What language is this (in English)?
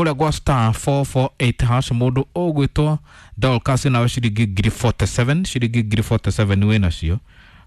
Kikuyu